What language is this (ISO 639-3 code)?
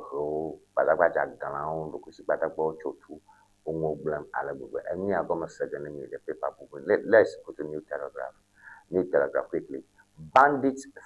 ewe